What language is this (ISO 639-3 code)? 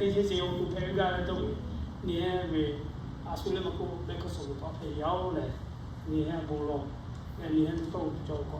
lhu